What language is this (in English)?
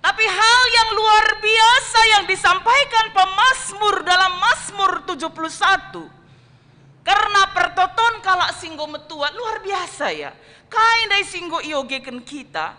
Batak Karo